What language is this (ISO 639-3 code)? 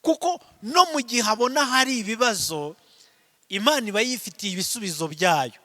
kin